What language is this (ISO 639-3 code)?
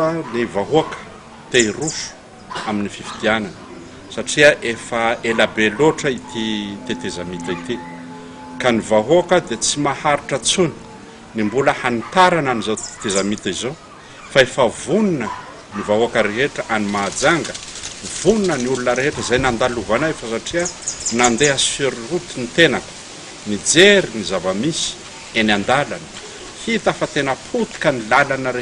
mlg